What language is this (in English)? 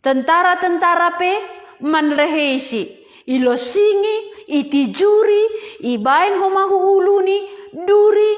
Batak Simalungun